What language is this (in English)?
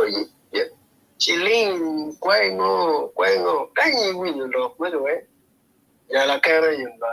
Acoli